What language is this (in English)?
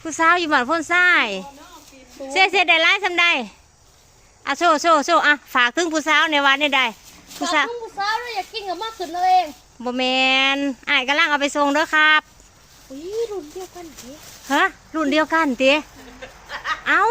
Lao